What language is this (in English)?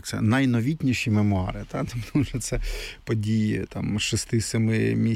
Ukrainian